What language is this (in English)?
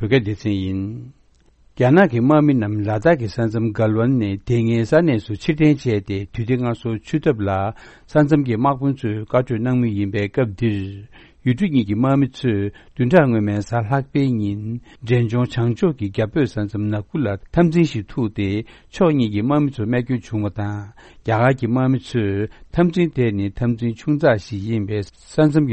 Korean